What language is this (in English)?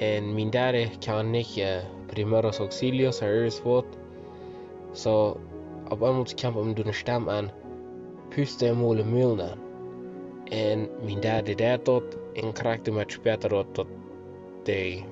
Plautdietsch